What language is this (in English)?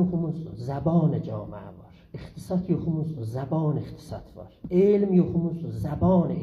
South Azerbaijani